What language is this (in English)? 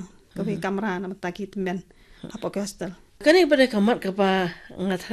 Khasi